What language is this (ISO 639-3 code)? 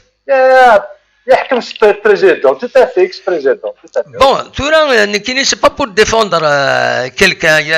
kab